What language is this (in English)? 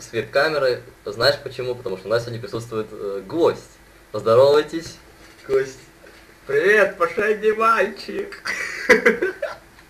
Russian